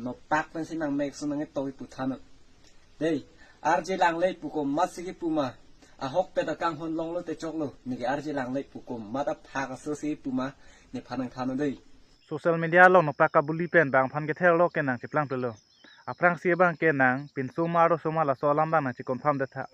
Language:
Karbi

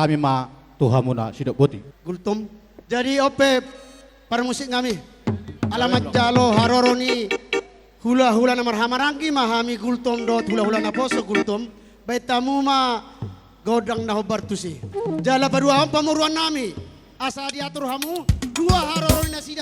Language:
Batak Toba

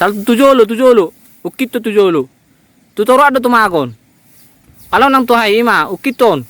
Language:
Batak Toba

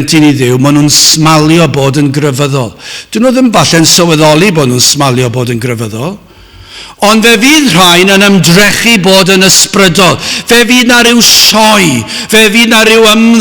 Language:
Welsh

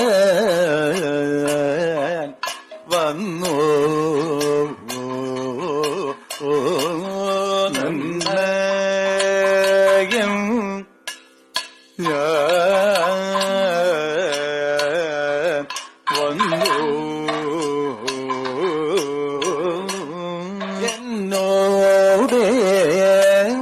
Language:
Malayalam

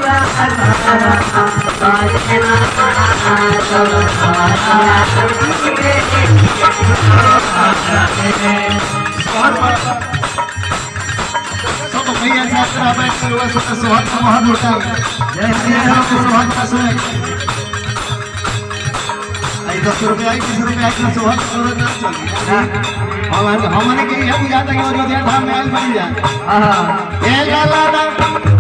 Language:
Bhojpuri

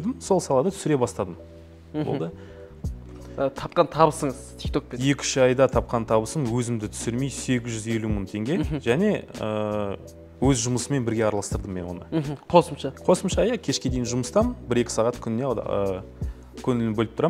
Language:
Kazakh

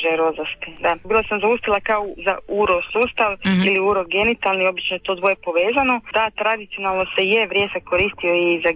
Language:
Croatian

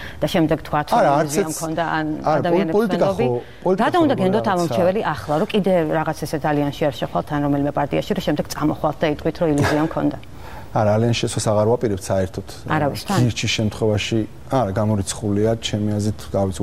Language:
Georgian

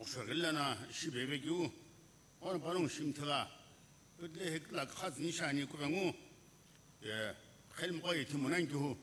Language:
Sumi Naga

